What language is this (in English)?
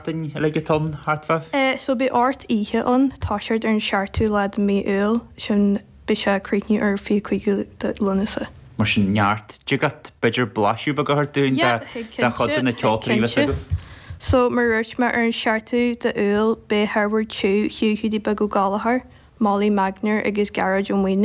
Irish